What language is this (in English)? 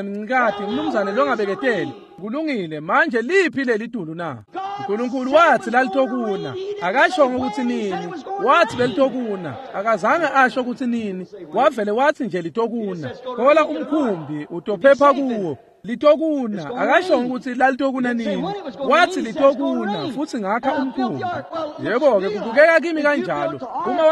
Swati